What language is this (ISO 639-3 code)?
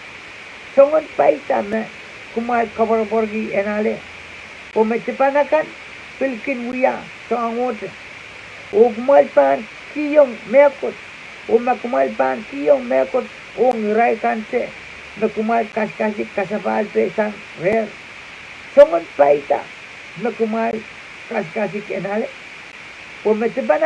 pon